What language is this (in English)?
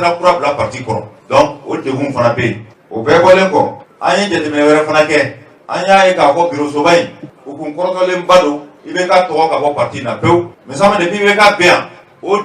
Bambara